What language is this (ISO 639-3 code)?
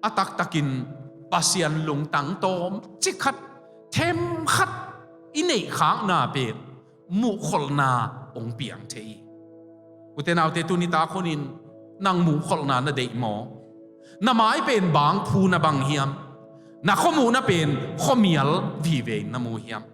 ctd